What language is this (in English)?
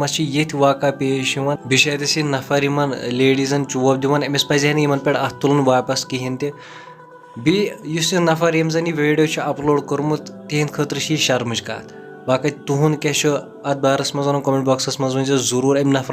Kashmiri